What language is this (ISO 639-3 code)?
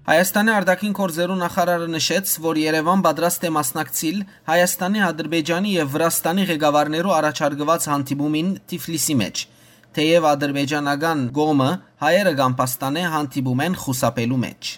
hyw